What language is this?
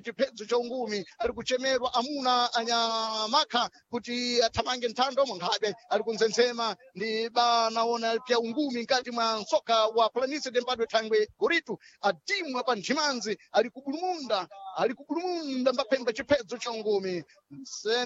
Sena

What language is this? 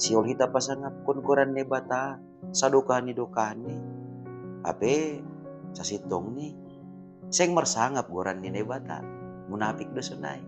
Batak Simalungun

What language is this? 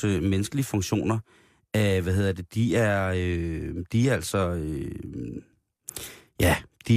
Danish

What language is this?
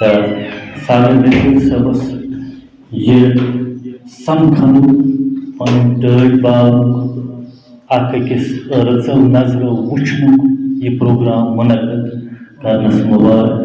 Kashmiri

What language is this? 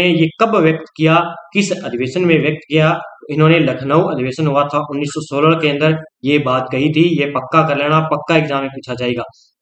Hindi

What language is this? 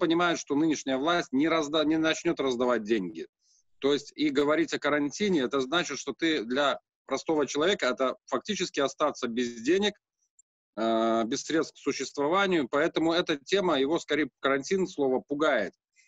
Russian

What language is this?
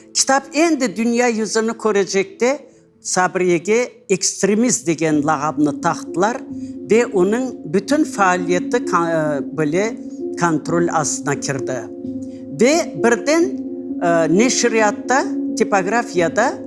Crimean Tatar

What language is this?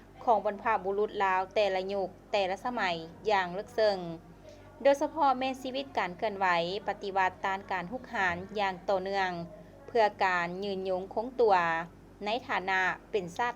Lao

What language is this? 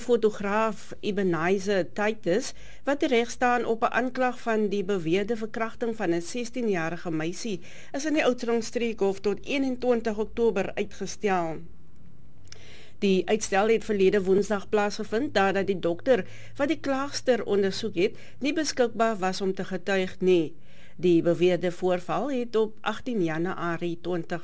Afrikaans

